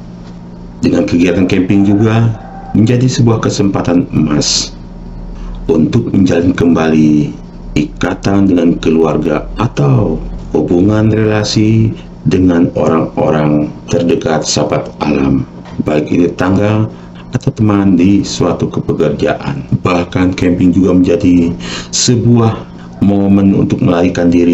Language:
Indonesian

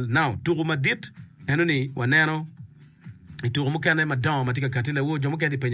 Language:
Acoli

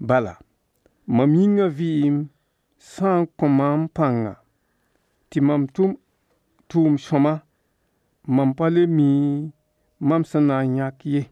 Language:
Mossi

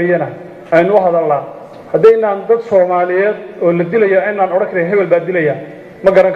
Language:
Somali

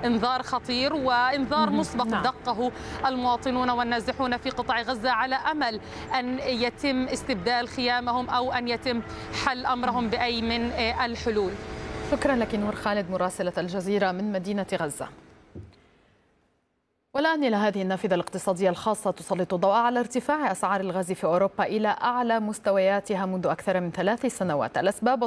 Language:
Arabic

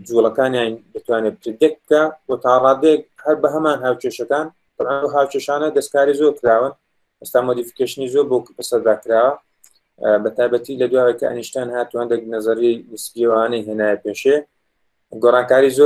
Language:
Central Kurdish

